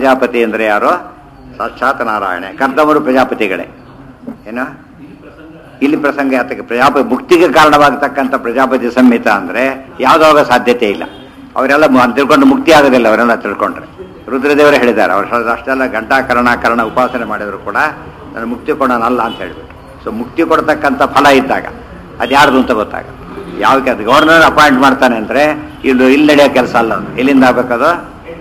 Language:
Kannada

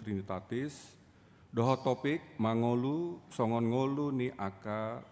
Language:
Batak Toba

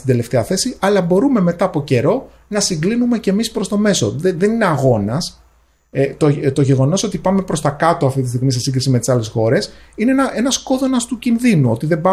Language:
Greek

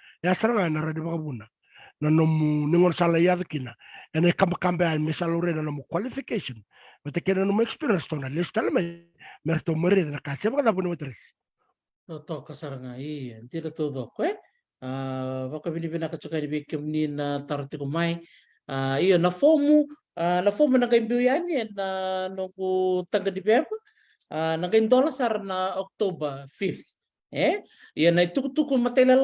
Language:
Fijian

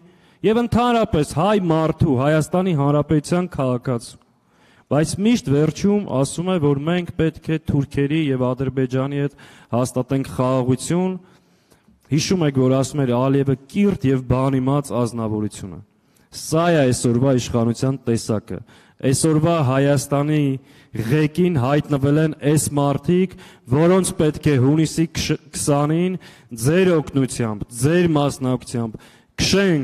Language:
Armenian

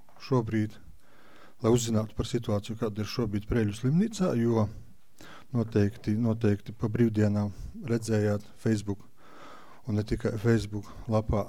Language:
Latvian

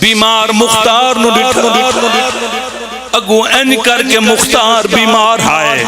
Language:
Pahari-Potwari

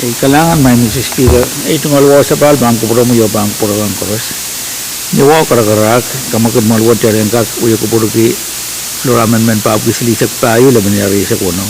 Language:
Pohnpeian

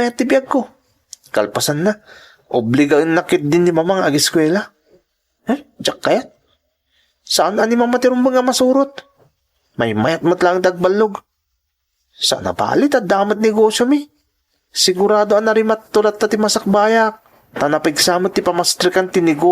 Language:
Iloko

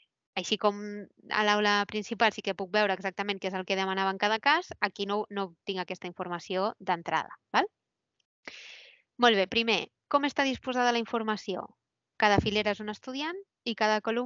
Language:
Catalan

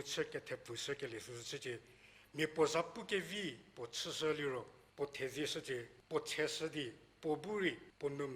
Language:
Angami Naga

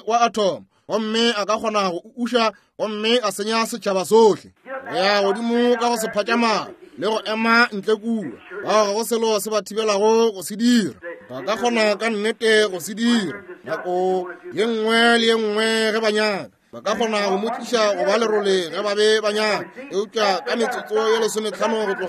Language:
Northern Sotho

